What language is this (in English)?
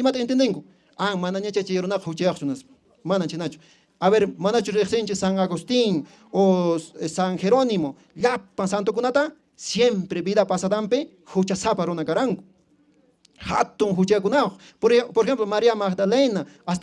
Quechua